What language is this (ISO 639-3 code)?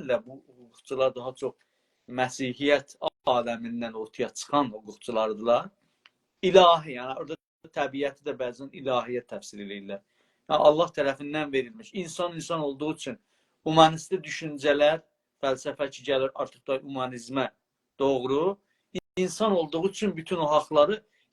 azb